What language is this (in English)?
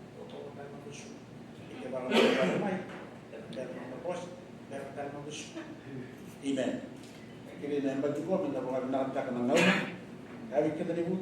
Fijian